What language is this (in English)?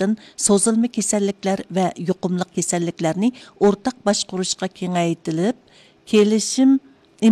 Uyghur